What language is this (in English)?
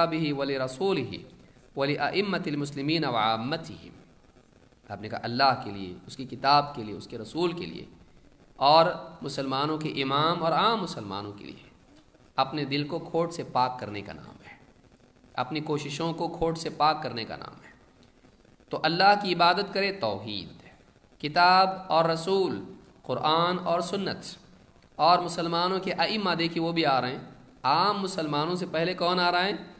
Urdu